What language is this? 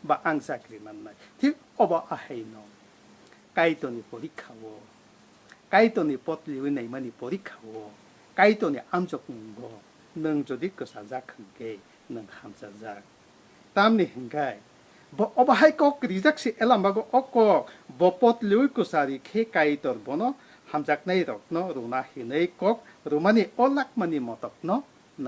Kok Borok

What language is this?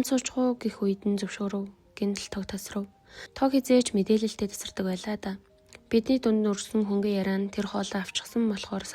Mongolian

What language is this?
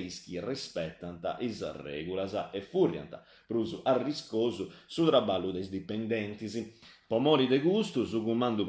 Sardinian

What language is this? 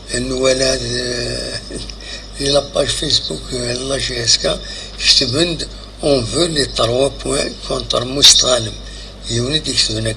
Kabyle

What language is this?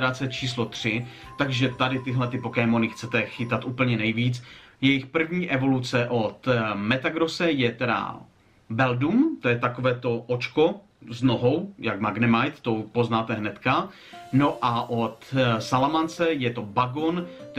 Czech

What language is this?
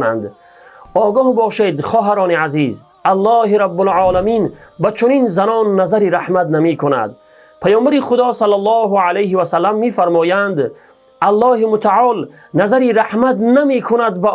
Tajik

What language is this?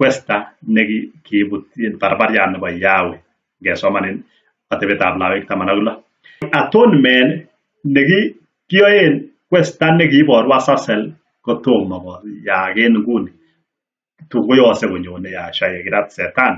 Kalenjin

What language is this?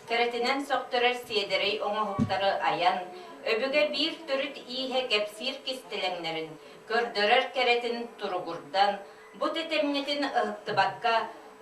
Yakut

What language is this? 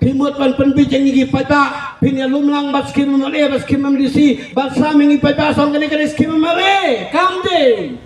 Khasi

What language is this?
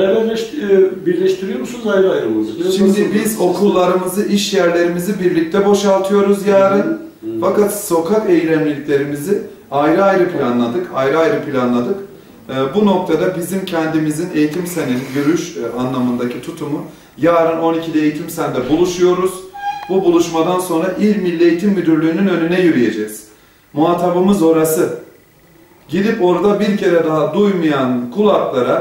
Turkish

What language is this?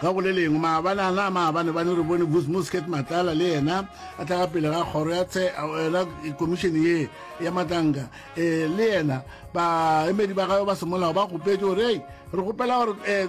Northern Sotho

